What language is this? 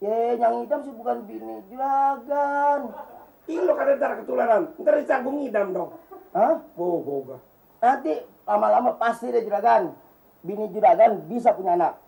Betawi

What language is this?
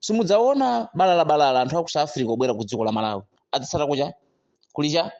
Nyanja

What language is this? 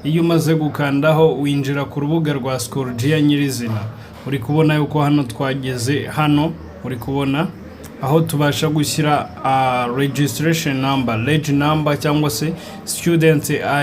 Kinyarwanda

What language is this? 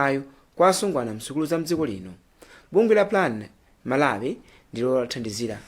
Nyanja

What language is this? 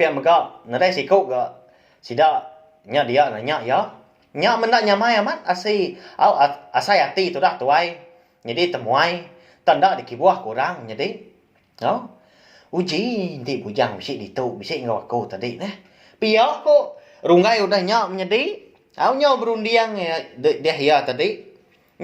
Iban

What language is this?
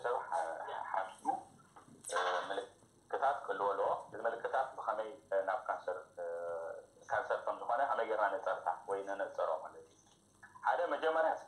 Tigrinya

